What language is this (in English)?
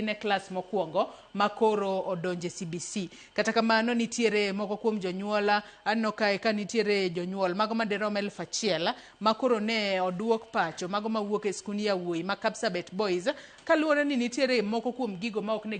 Luo (Kenya and Tanzania)